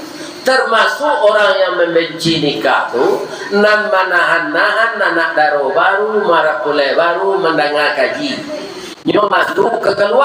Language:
Minangkabau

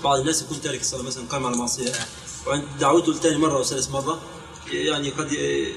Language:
Arabic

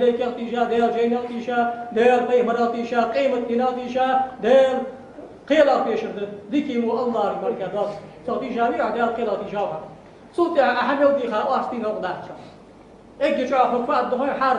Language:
Ingush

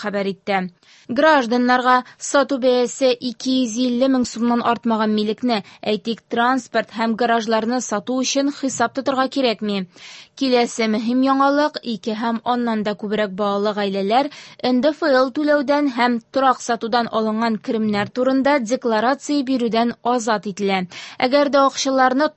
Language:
Tatar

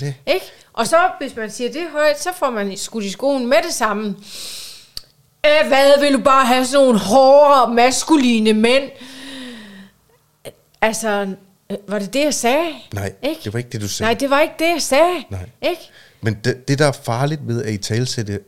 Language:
Danish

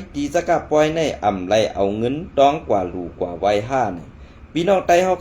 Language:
Shan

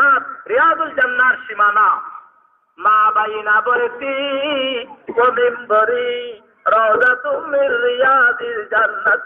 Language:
Sylheti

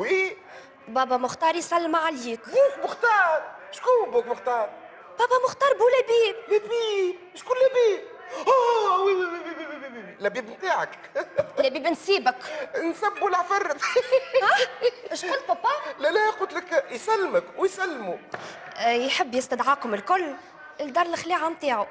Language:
Tunisian Arabic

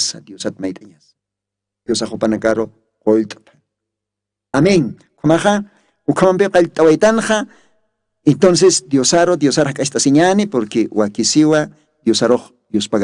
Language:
Aymara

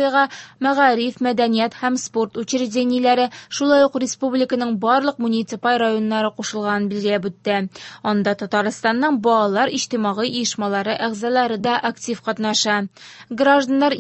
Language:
Tatar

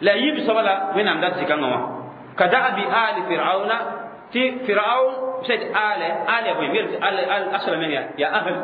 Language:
Mossi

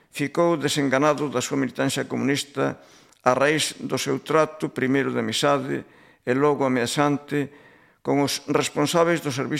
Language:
Galician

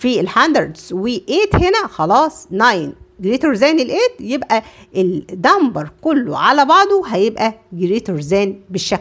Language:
Egyptian Arabic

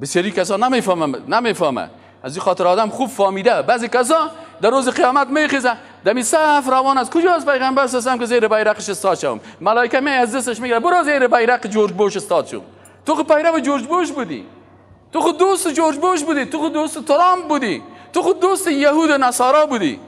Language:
Persian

